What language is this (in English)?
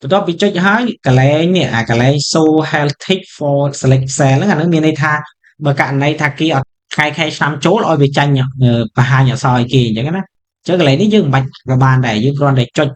Khmer